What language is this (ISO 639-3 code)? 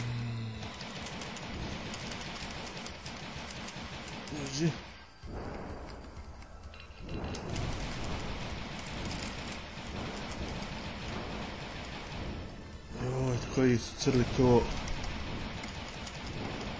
hrv